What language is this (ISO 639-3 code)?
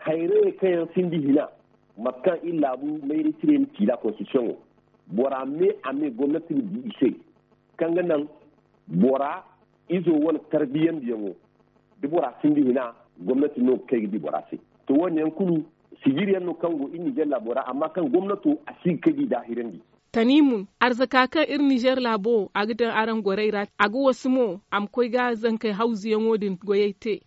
dje